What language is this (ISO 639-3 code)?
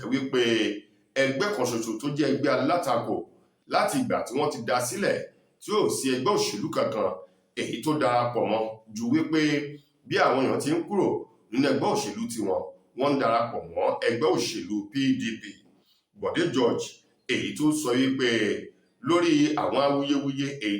yor